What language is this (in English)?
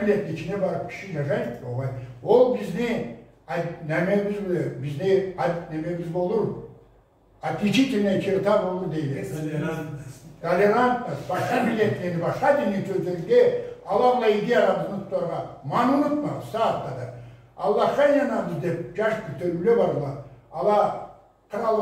Karachay-Balkar